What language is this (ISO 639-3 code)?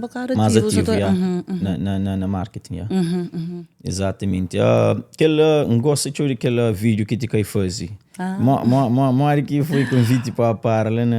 kea